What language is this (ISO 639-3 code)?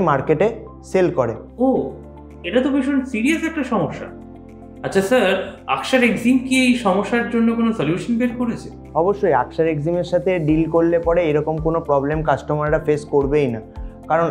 ben